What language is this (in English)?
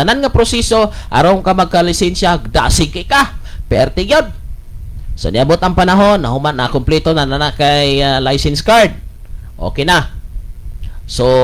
Cebuano